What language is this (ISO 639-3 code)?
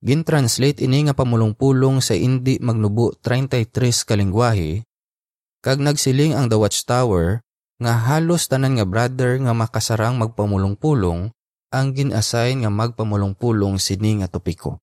hil